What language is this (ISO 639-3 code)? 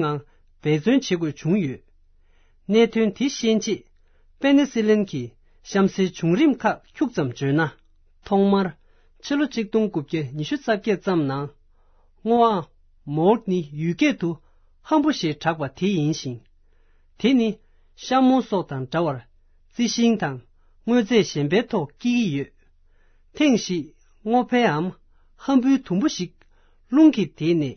bod